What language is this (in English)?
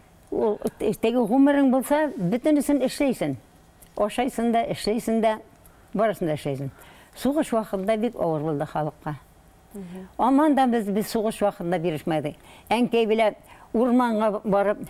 Bashkir